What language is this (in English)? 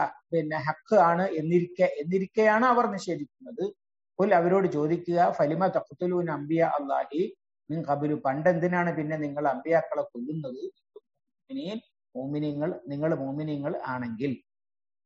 Malayalam